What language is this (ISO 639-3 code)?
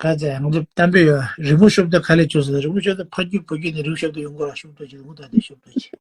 bod